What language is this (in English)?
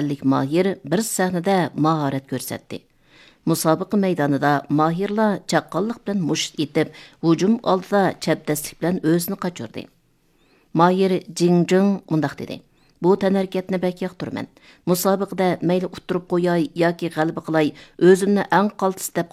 Uyghur